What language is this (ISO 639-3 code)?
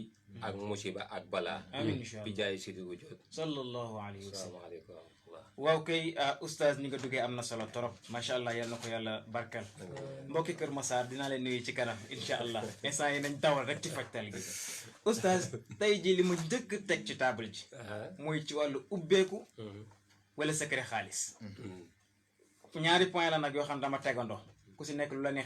wol